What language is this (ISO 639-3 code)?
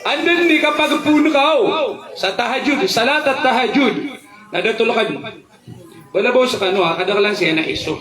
mrw